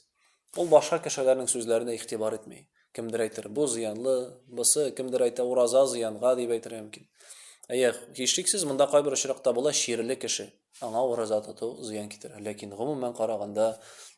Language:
Tatar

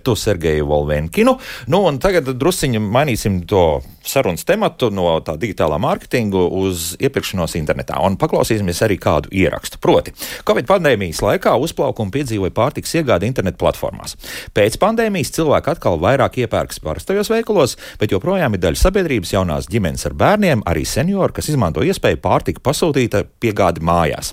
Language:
Latvian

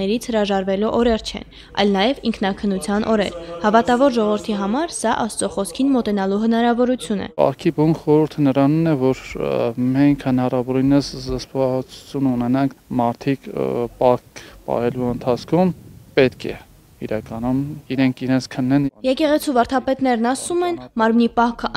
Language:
Armenian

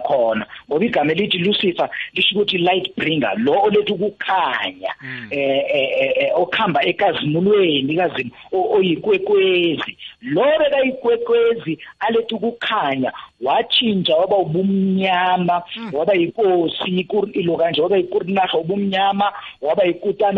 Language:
South Ndebele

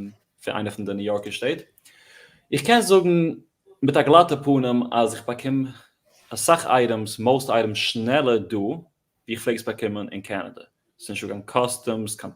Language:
Yiddish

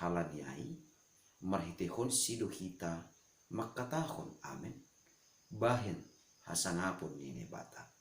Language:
Batak Simalungun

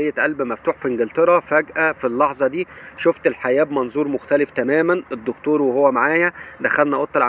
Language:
Egyptian Arabic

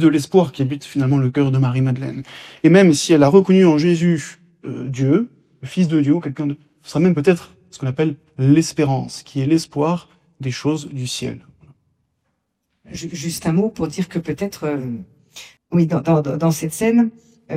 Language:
French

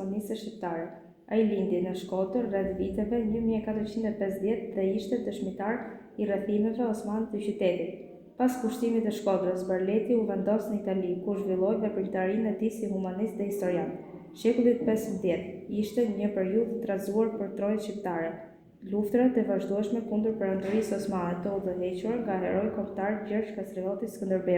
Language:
Albanian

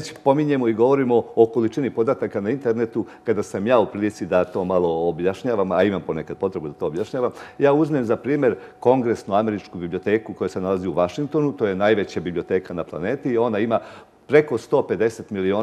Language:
Serbian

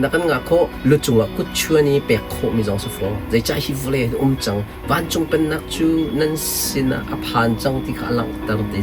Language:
Hakha Chin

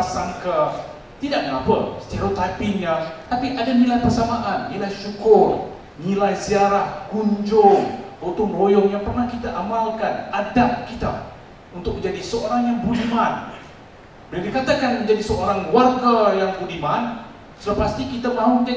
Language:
Malay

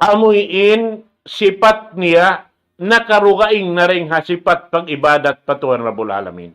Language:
Tausug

